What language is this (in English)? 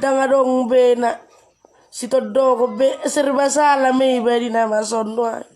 Batak Toba